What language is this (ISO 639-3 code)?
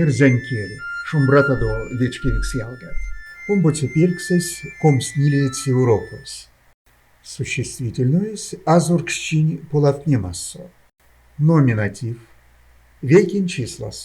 myv